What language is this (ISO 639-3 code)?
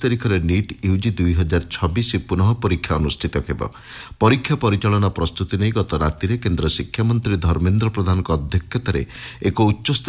ori